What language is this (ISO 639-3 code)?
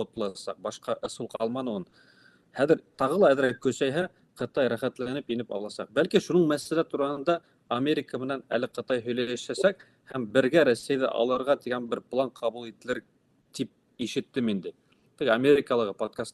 bak